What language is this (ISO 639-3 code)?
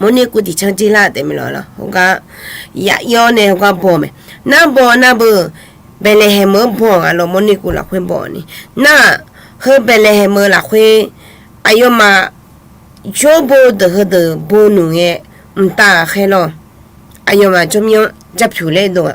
ahk